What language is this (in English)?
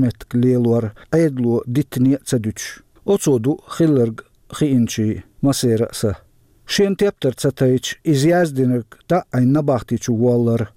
Chechen